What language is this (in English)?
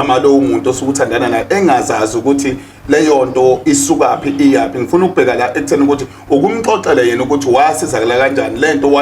Zulu